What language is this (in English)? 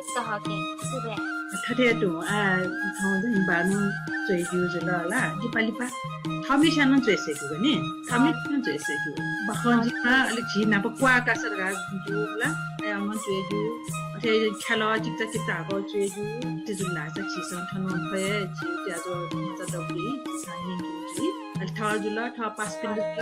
Newari